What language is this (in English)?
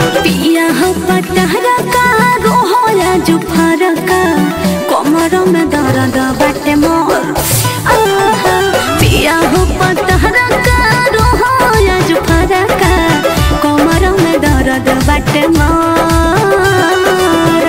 Bhojpuri